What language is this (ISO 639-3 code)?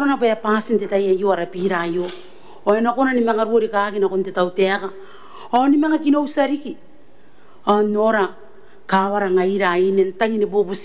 gil